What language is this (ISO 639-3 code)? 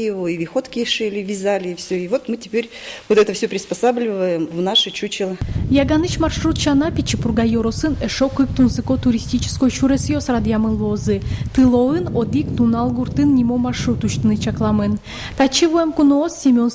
udm